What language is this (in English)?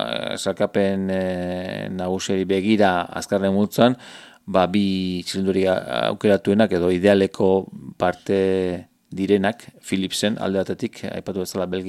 Basque